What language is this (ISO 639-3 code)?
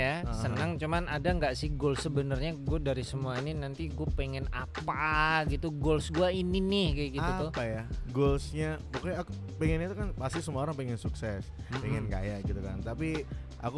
ind